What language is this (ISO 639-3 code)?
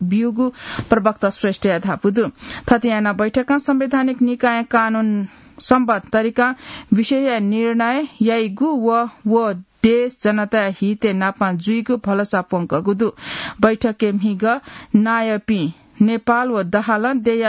new